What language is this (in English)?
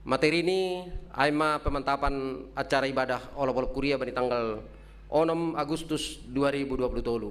Batak Simalungun